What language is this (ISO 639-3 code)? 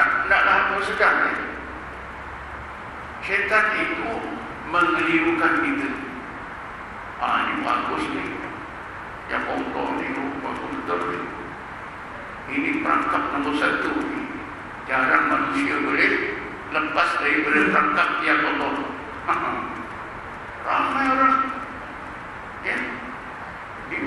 msa